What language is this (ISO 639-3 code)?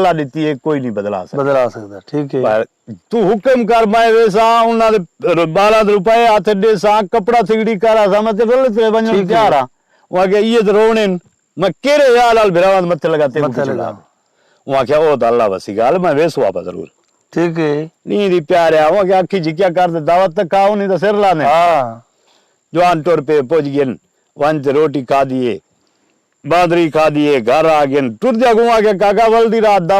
skr